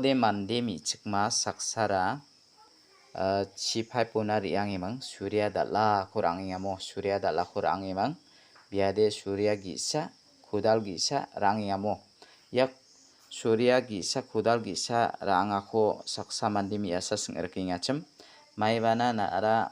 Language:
Garo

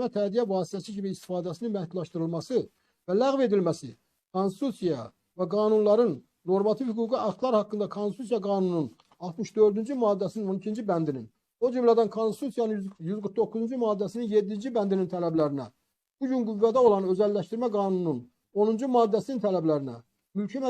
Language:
Azerbaijani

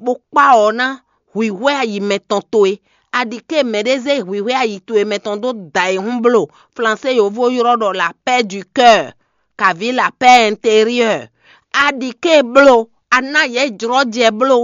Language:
Fon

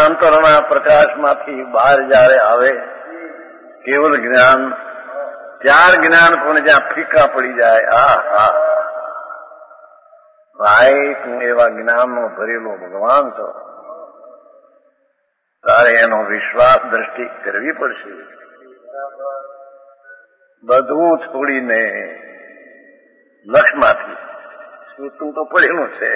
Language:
Gujarati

